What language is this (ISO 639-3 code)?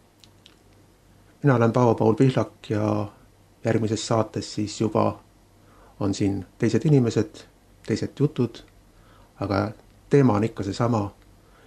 est